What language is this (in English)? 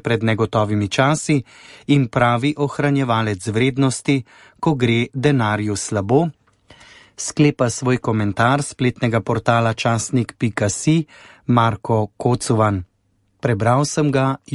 Slovenian